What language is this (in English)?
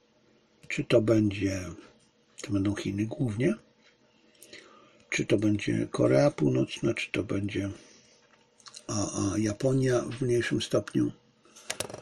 Polish